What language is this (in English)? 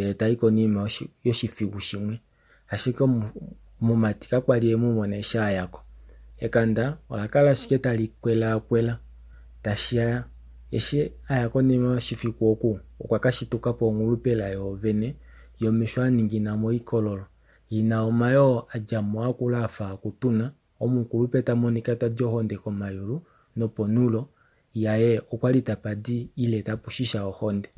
Kuanyama